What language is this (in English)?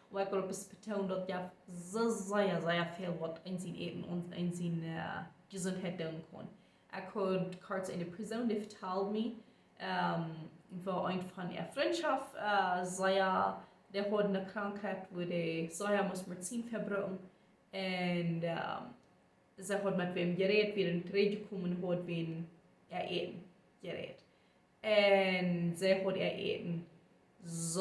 Plautdietsch